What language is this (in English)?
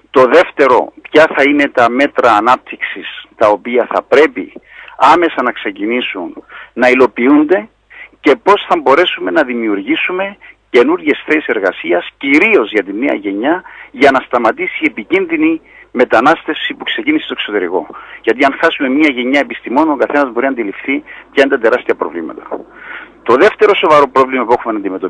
Greek